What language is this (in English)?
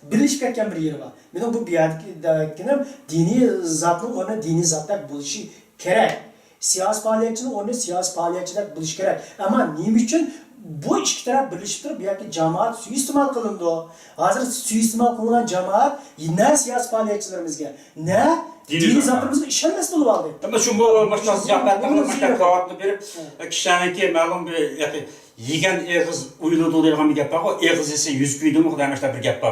Uyghur